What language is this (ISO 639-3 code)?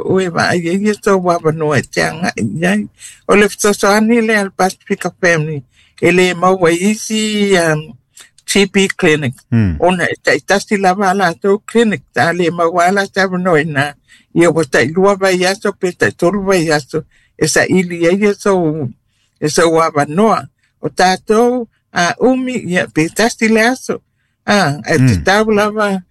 smo